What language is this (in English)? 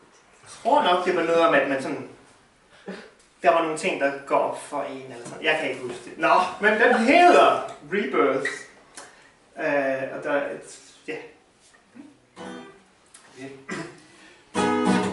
Danish